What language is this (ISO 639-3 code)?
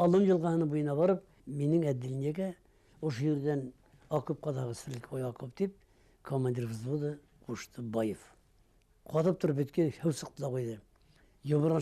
bak